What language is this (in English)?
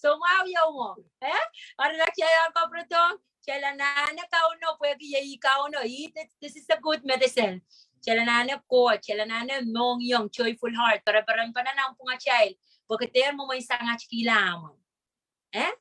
Pohnpeian